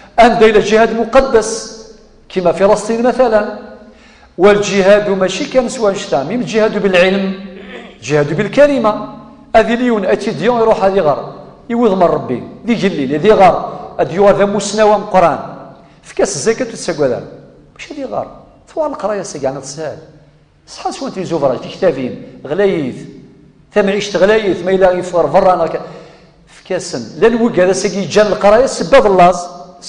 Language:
Kabyle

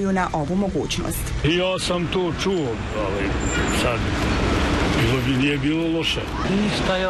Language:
Bosnian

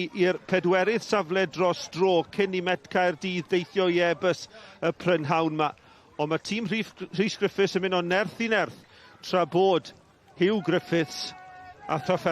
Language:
Welsh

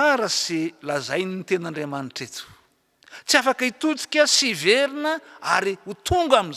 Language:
Malagasy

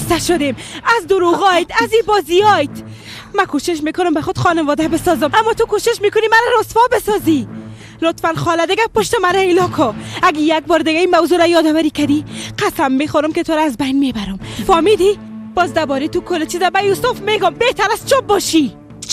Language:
Persian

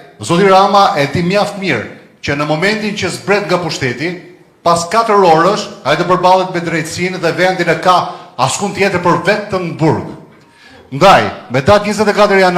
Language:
Albanian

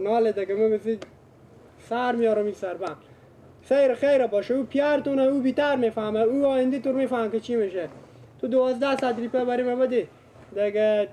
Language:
Persian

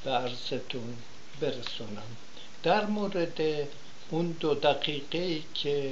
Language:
Persian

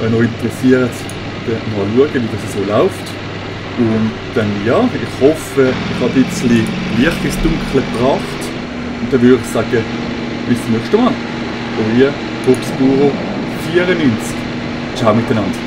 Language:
Swiss German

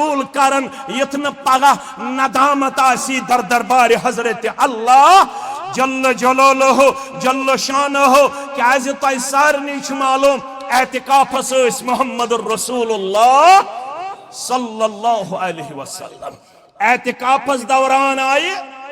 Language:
Kashmiri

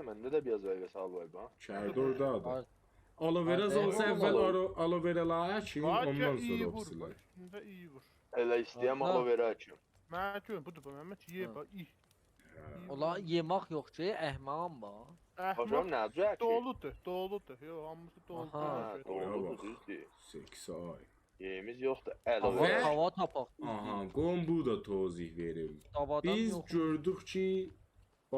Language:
South Azerbaijani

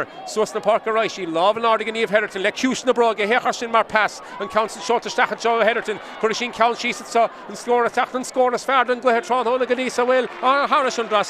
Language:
Irish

